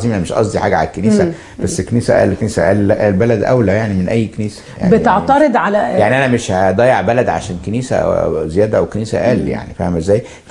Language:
Egyptian Arabic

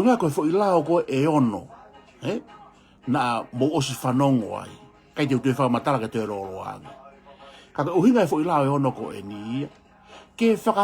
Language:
Tongan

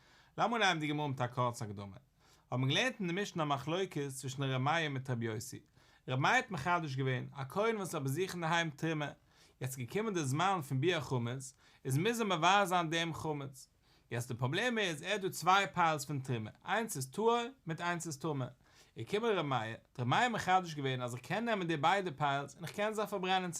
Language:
Yiddish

